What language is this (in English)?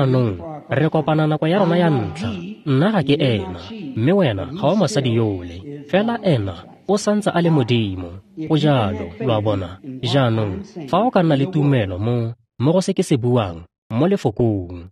Tswana